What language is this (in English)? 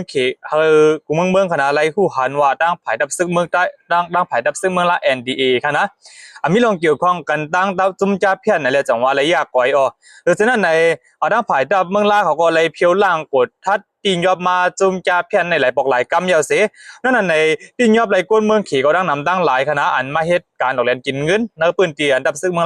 Shan